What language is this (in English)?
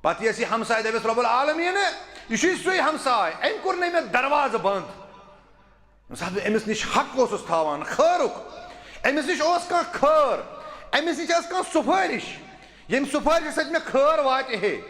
Kashmiri